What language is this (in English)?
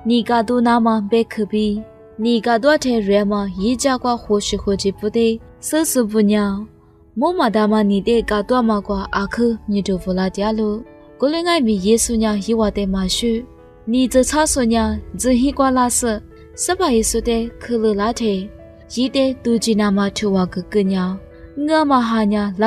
Lisu